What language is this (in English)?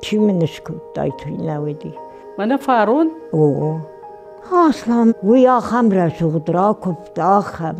Ossetic